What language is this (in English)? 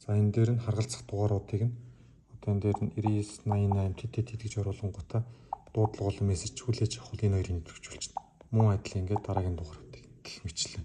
Mongolian